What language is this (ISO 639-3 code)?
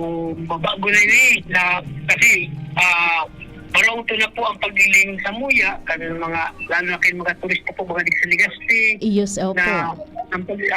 bik